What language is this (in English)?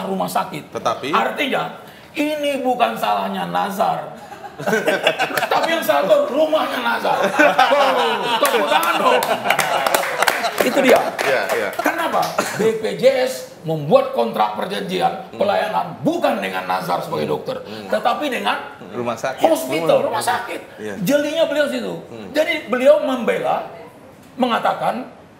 Indonesian